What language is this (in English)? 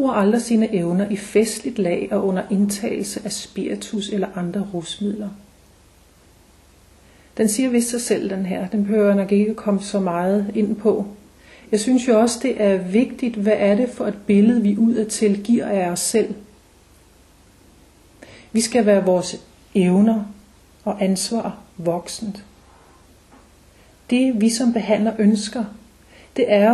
Danish